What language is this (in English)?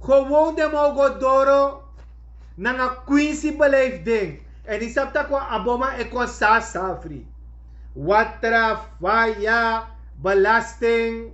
Sranan Tongo